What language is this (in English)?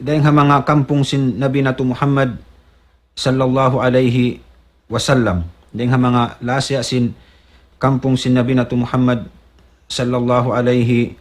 Tausug